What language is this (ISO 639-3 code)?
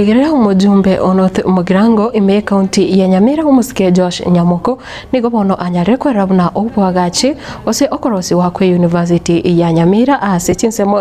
guz